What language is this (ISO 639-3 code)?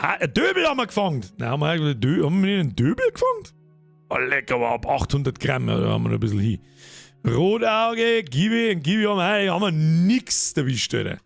bar